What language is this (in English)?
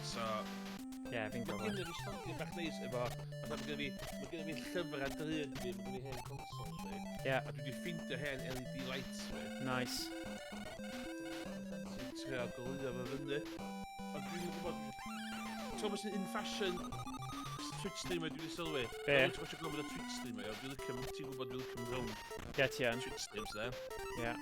Welsh